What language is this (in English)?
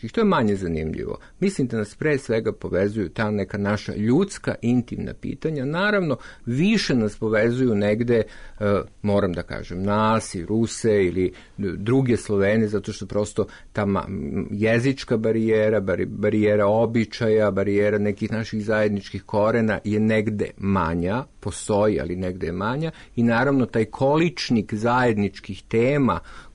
Serbian